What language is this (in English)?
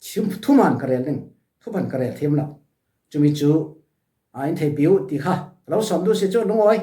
Falam Chin